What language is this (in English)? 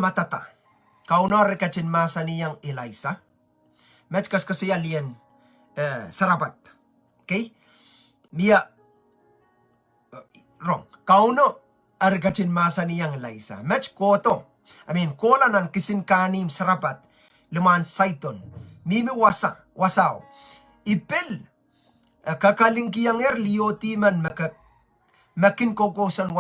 Pohnpeian